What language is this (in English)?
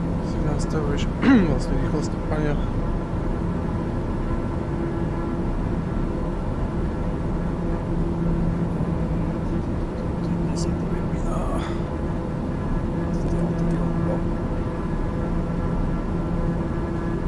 Slovak